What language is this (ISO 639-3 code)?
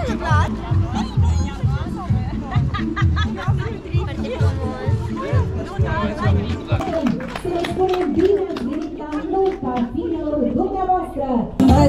ron